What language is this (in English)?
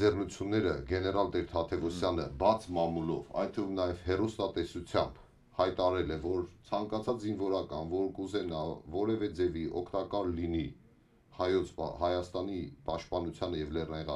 Armenian